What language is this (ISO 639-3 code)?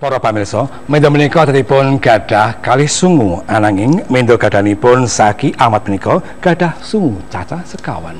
jav